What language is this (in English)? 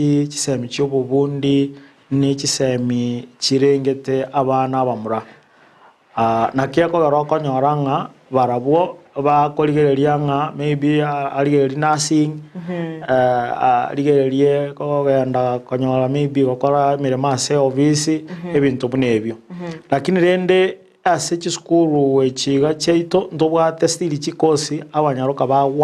Gusii